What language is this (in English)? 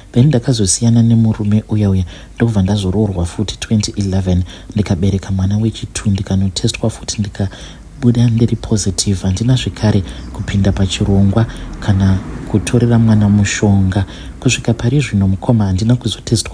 Shona